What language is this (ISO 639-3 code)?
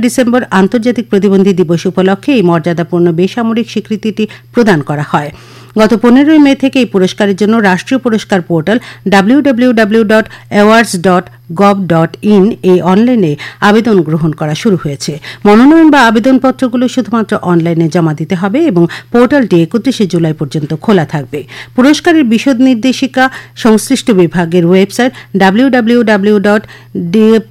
ben